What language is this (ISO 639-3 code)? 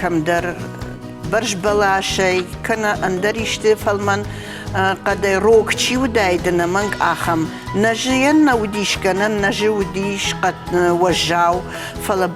oss